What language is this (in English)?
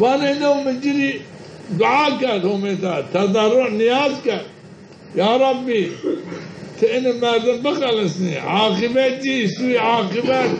Zaza